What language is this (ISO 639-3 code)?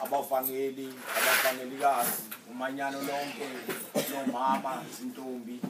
zul